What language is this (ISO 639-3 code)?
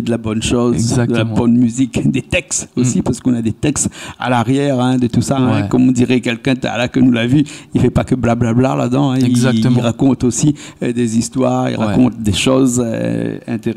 rcf